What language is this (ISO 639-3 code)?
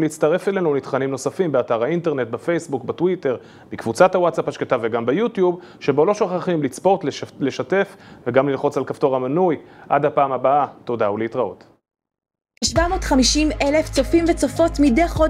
heb